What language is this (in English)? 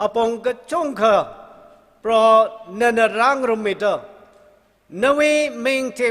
Tangkhul Naga (India)